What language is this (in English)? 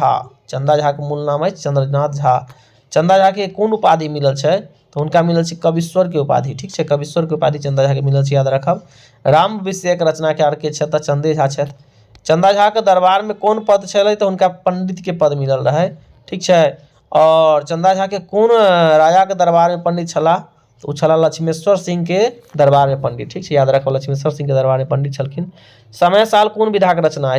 Maithili